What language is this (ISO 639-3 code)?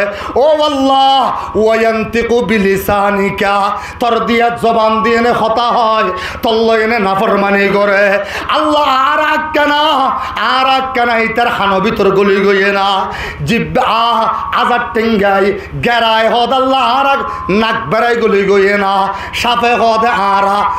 rhg